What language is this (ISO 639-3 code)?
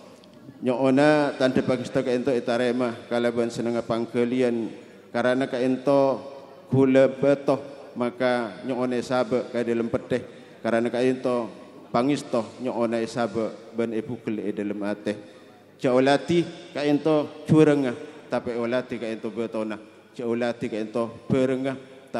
mad